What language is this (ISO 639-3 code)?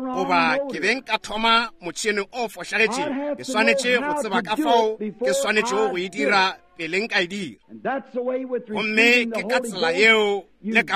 nso